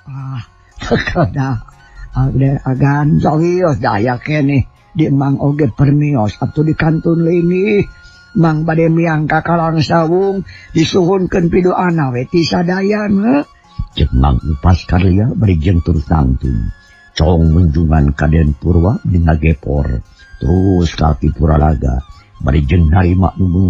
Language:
Sundanese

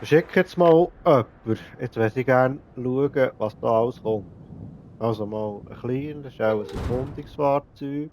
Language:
Swiss German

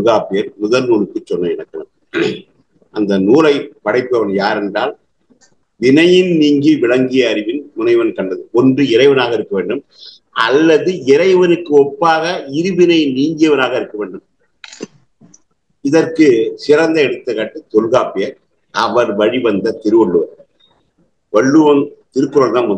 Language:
Tamil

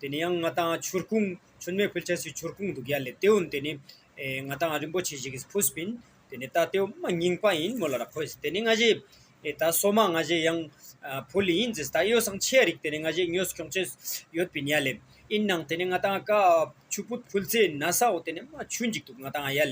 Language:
Ladakhi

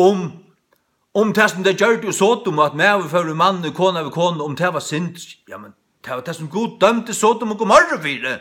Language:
Faroese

